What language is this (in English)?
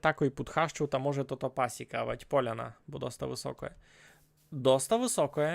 Rusyn